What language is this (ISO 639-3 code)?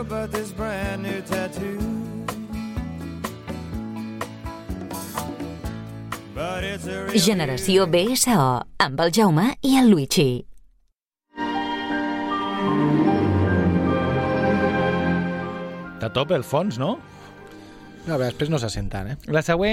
cat